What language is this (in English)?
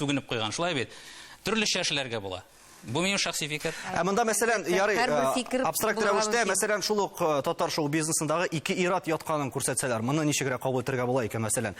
Tatar